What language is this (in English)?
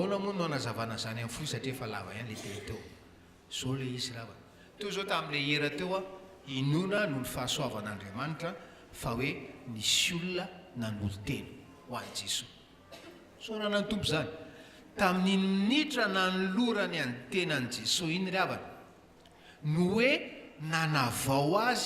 Malagasy